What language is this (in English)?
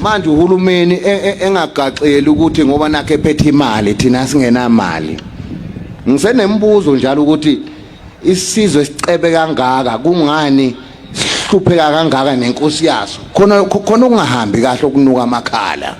Zulu